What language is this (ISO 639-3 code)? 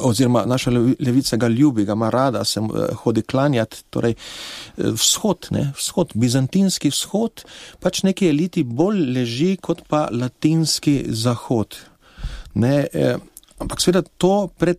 slv